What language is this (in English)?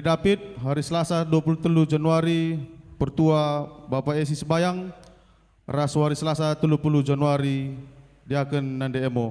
Batak Karo